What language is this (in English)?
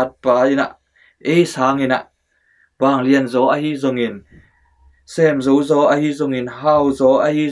Tedim Chin